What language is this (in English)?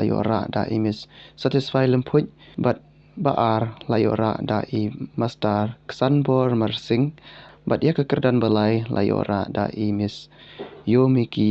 Khasi